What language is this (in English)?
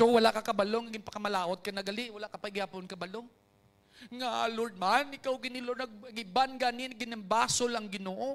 Hiligaynon